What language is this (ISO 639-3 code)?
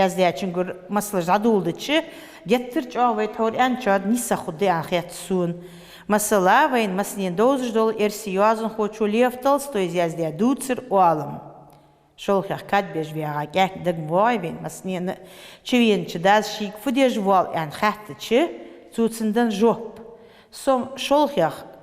inh